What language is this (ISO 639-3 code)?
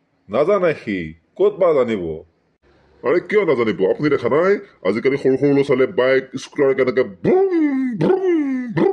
asm